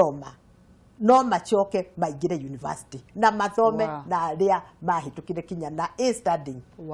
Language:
Kikuyu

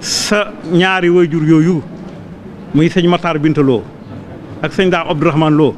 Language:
Wolof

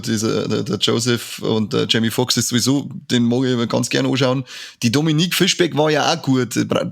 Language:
Bavarian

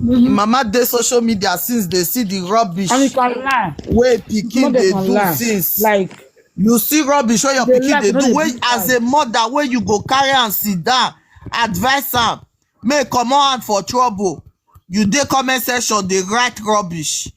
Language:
Nigerian Pidgin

